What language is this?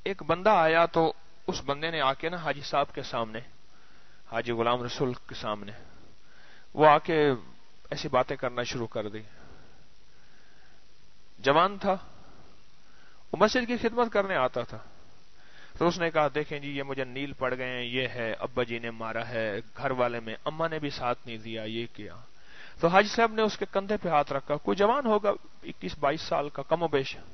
Urdu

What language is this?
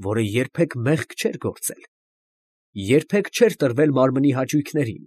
Armenian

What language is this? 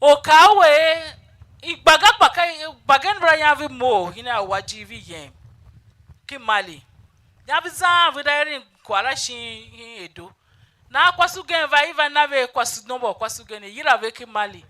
Tiv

